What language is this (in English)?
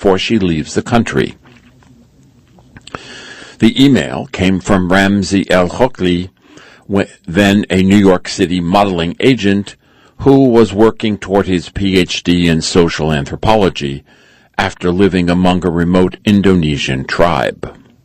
English